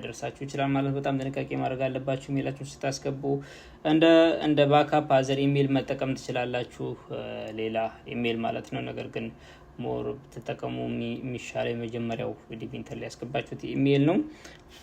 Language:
Amharic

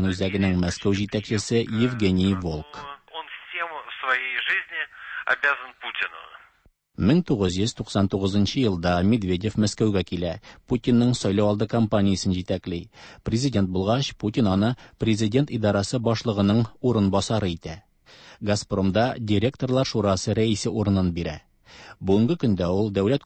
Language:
Tatar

